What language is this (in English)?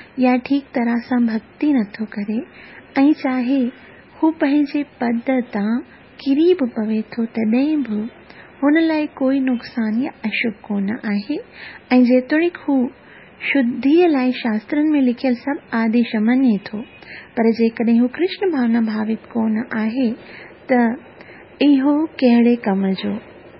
Sindhi